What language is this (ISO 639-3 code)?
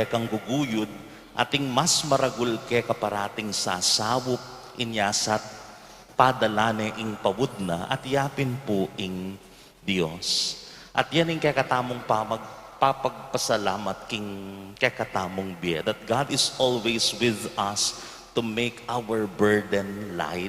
pam